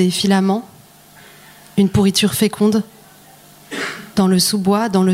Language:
French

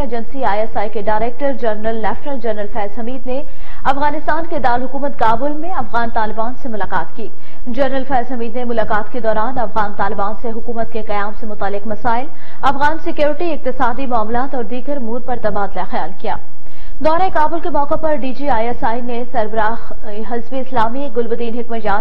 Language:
Urdu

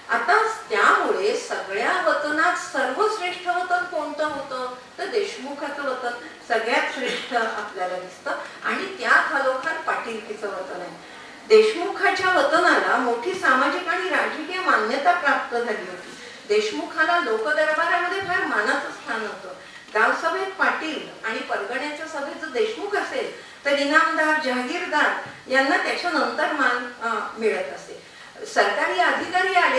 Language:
Marathi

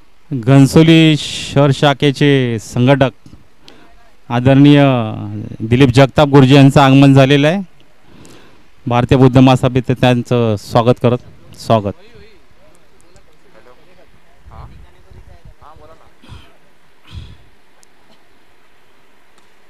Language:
Marathi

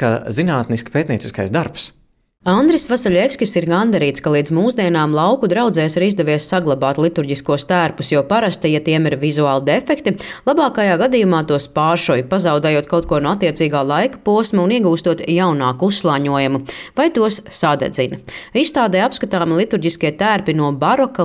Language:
Latvian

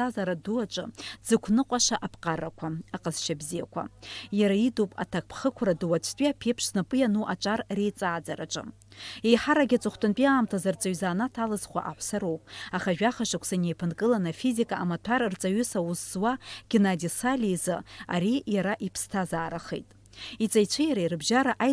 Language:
Abkhazian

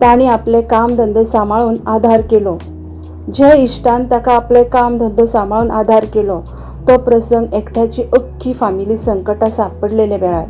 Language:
Konkani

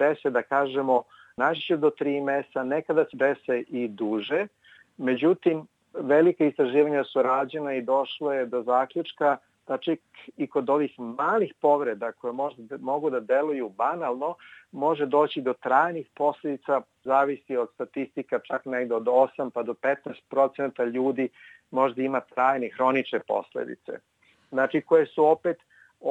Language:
Serbian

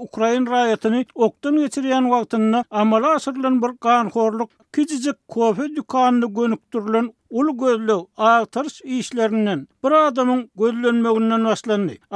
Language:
Turkmen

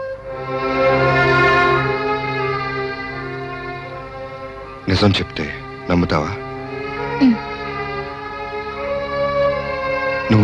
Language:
Telugu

